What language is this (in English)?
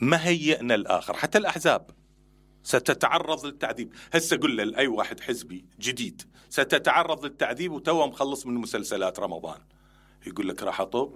Mesopotamian Arabic